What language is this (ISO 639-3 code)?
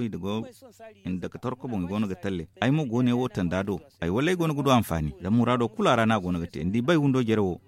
dje